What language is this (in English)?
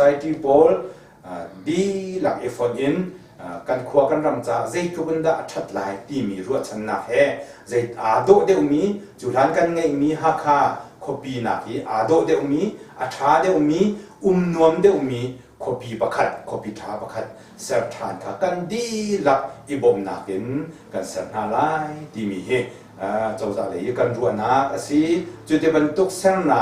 Hakha Chin